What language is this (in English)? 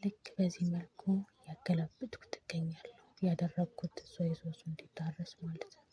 Amharic